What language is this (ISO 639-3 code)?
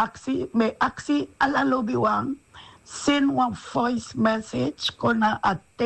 srn